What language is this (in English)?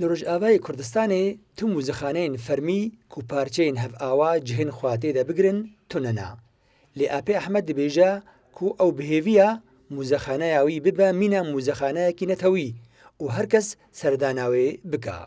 Kurdish